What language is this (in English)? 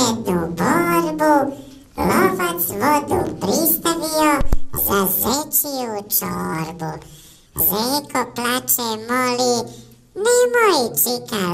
Bosnian